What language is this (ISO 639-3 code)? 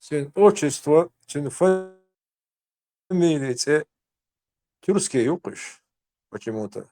che